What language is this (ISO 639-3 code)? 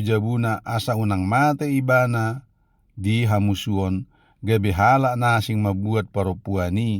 bbc